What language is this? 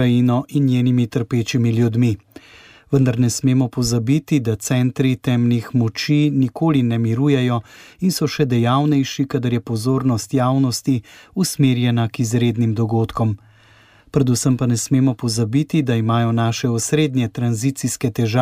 Slovenian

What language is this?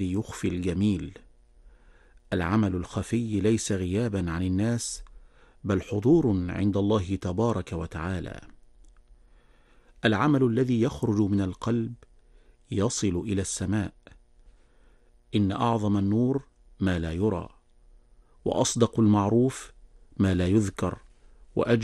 Arabic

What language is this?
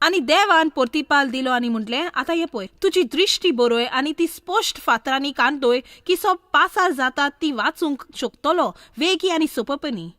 Konkani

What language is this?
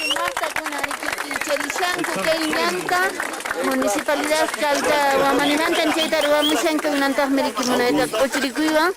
Quechua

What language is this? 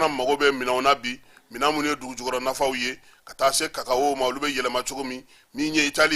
Bambara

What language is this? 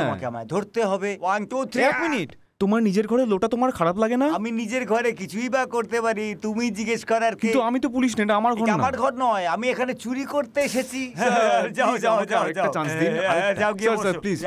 Bangla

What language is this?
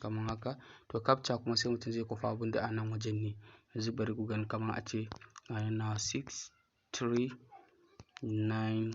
Hausa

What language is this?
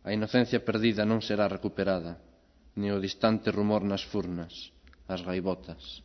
Galician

